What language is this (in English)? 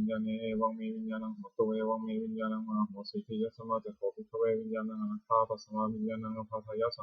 Pali